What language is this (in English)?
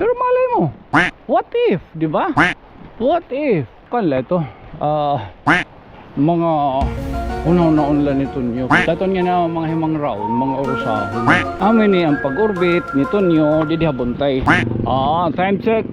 Waray